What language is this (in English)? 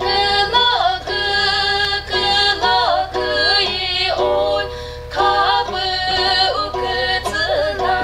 Chokri Naga